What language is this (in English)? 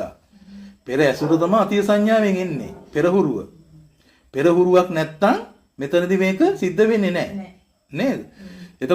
Sinhala